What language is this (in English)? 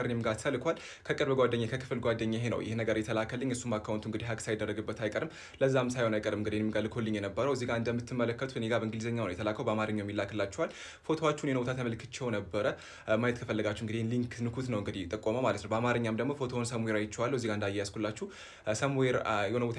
Amharic